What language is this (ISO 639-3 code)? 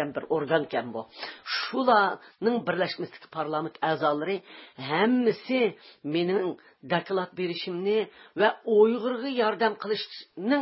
uig